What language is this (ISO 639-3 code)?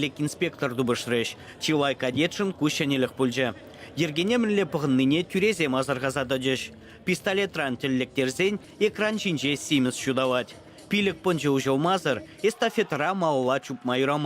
chv